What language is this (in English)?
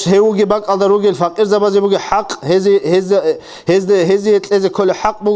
Avaric